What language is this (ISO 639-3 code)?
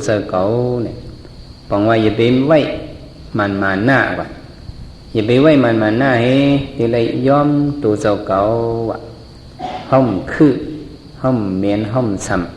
shn